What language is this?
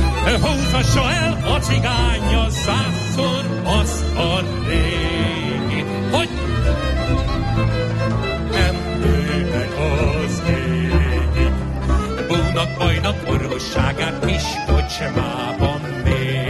Hungarian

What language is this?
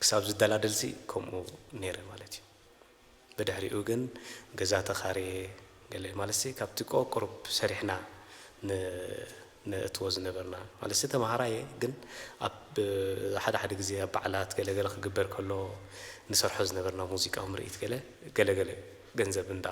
Tigrinya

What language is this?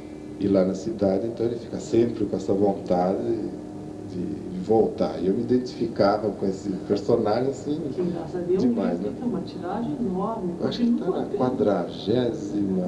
Portuguese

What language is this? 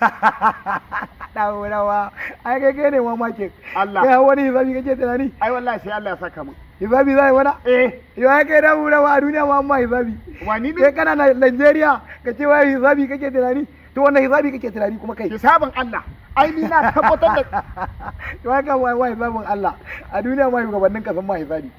Hausa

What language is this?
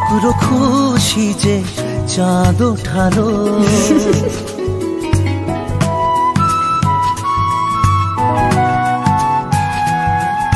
Bangla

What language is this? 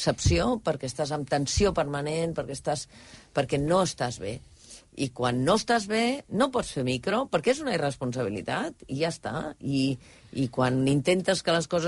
Catalan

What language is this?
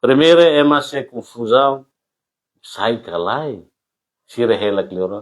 Tetum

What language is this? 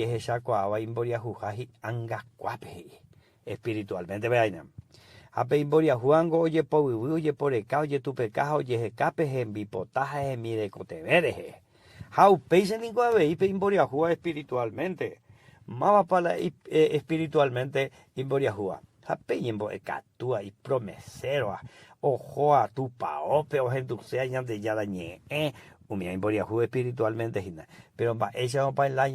Guarani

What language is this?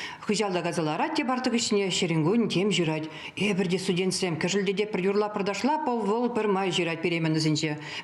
Chuvash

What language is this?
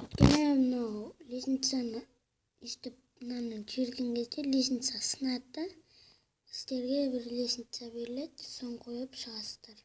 Kazakh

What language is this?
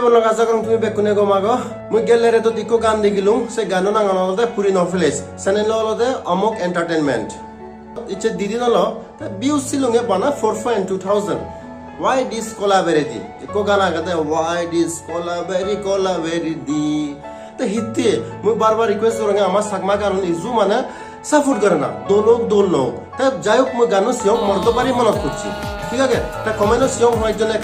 Chakma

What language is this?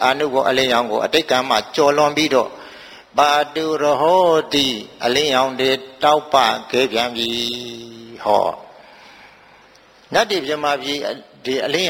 Burmese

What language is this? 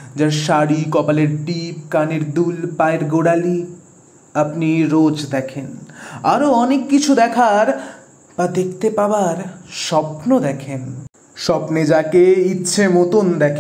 Bangla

